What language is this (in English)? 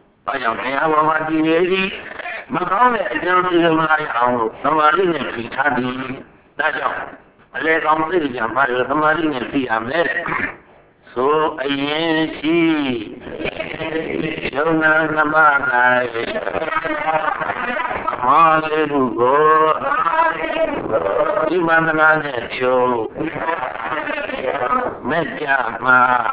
Burmese